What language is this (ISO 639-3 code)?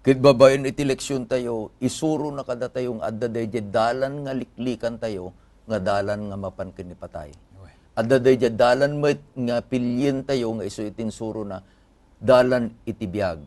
ilo